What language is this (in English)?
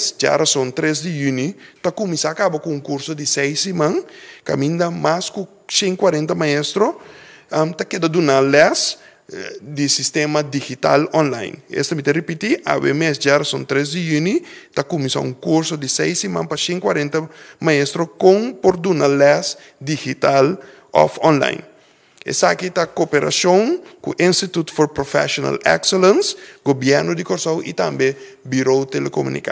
Papiamento